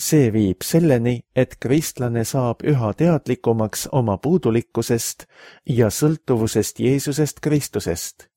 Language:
Estonian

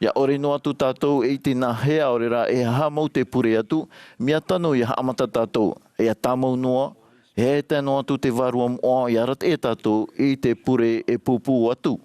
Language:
Tahitian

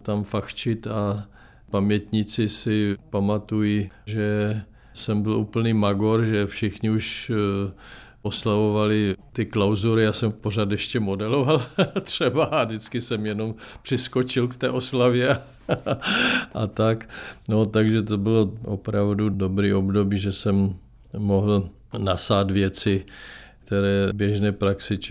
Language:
Czech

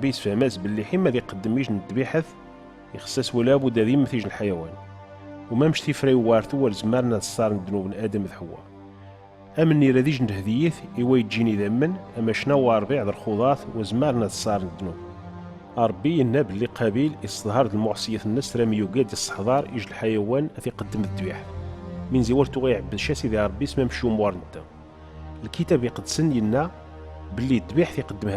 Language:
Kabyle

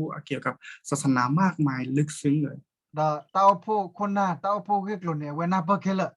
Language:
S'gaw Karen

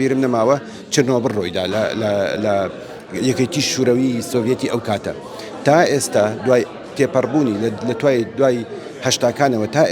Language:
Central Kurdish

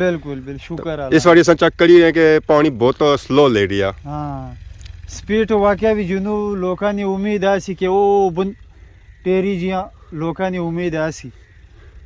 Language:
Pahari-Potwari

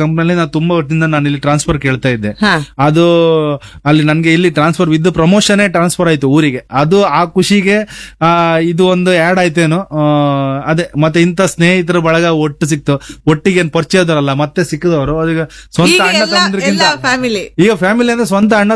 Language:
Kannada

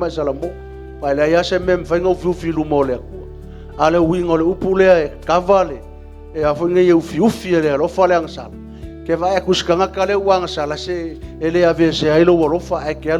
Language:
Samoan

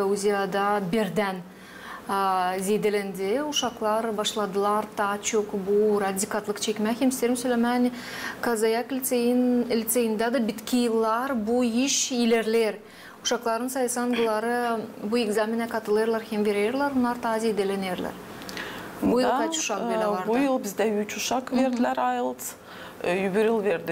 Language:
Gagauz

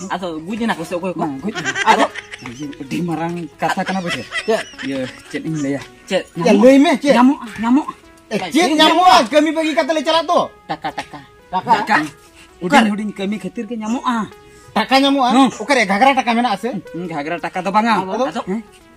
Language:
Santali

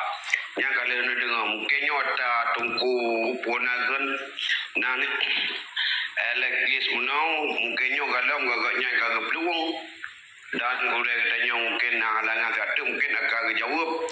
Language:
Achinese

